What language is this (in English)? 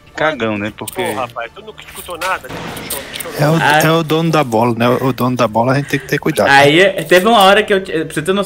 Portuguese